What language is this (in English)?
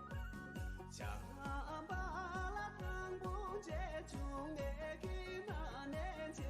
Tibetan